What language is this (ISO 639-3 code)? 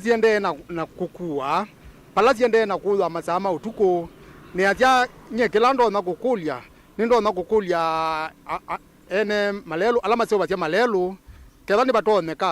kam